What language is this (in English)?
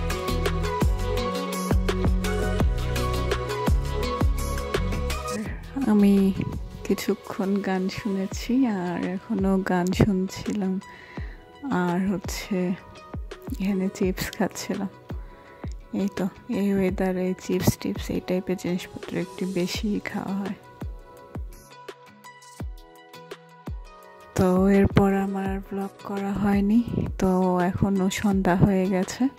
Bangla